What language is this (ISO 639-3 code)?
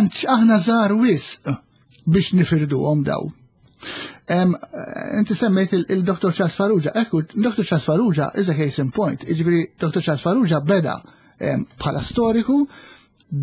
mlt